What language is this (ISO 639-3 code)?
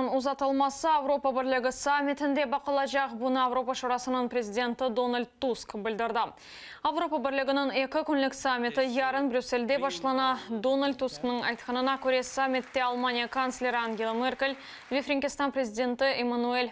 crh